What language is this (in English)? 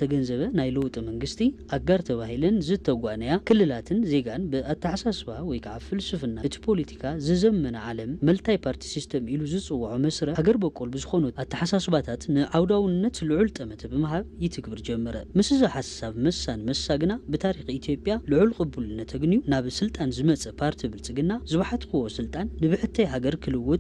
Tigrinya